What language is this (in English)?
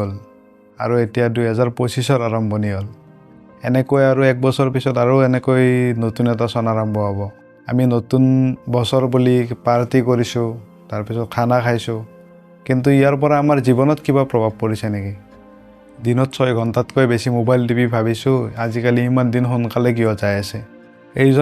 Assamese